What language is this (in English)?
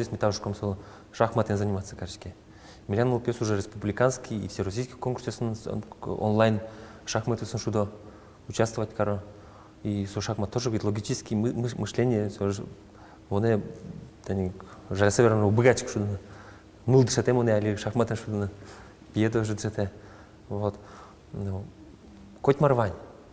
Udmurt